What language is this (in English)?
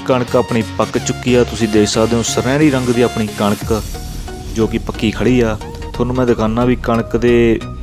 Punjabi